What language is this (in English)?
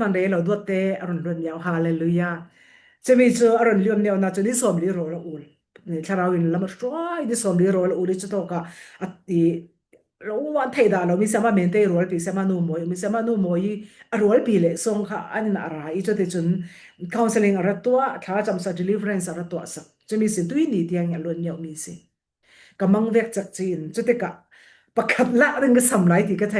Falam Chin